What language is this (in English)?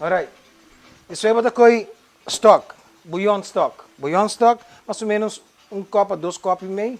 Papiamento